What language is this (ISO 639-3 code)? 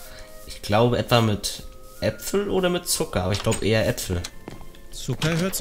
deu